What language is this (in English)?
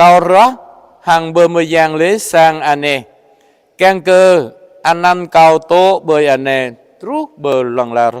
Jarai